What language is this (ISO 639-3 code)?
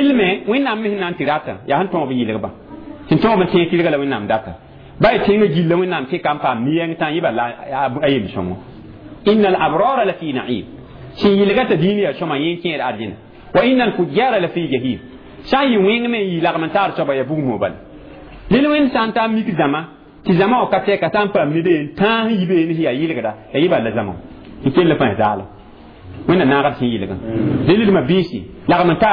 mos